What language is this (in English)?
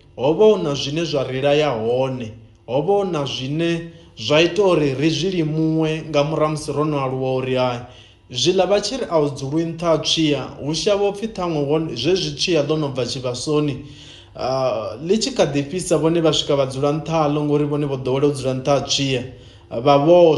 Venda